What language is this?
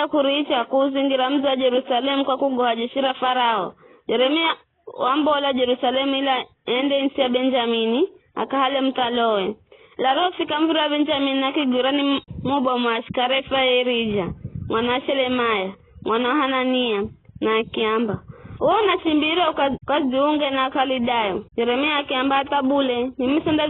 Giryama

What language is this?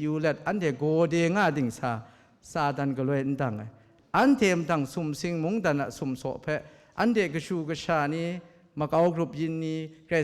Kachin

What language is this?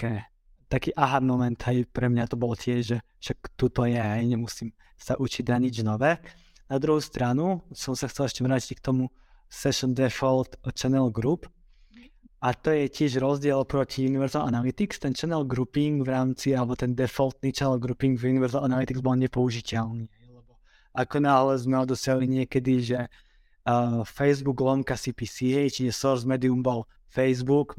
Slovak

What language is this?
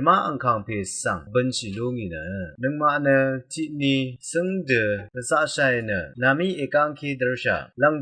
Rawang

